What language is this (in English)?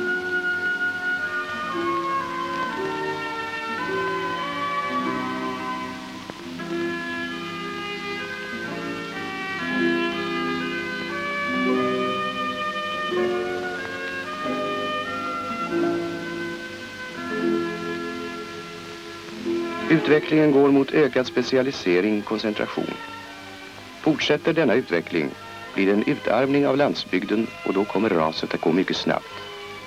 Swedish